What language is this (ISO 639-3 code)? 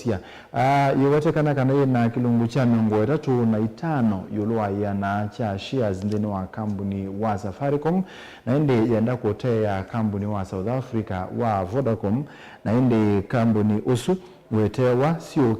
kam